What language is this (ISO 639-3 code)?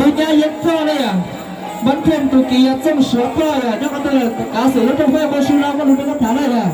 hmn